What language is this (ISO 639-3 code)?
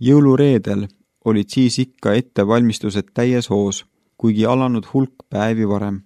est